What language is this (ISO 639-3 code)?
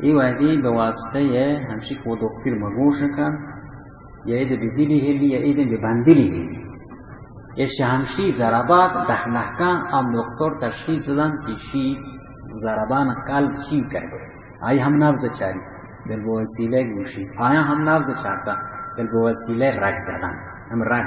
bal